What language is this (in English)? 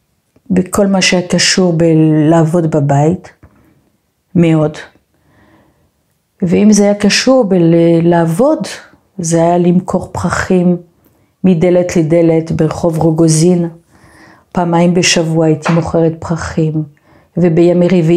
Hebrew